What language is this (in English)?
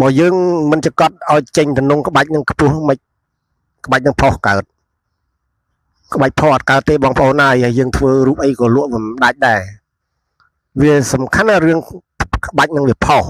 Khmer